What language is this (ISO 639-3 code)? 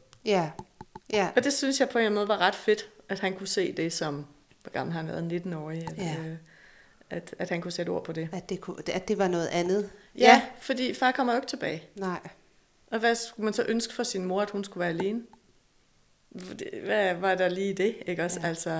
dan